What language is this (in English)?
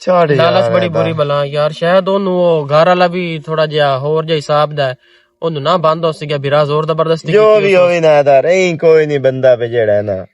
Western Panjabi